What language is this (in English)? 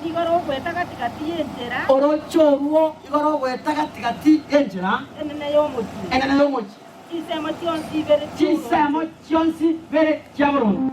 Gusii